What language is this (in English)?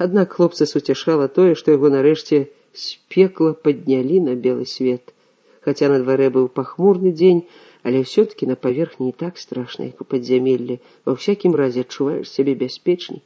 Belarusian